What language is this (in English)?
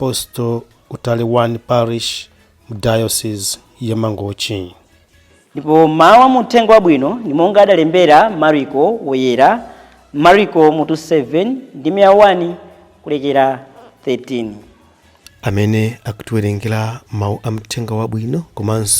Nyanja